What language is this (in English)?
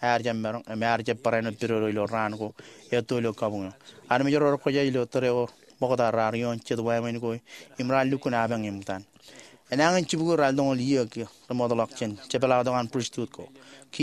Marshallese